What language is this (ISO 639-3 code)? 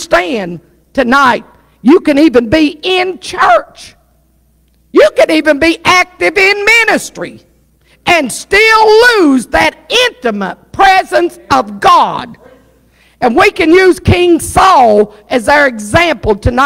eng